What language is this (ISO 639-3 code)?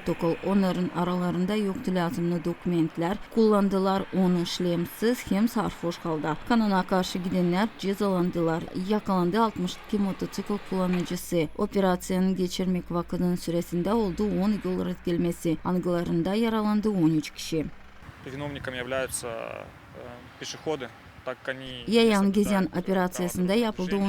gag